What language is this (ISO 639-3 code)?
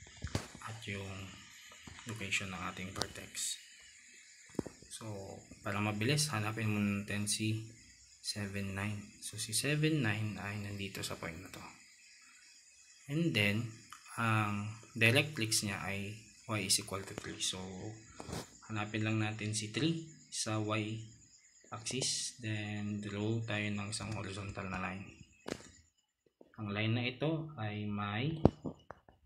fil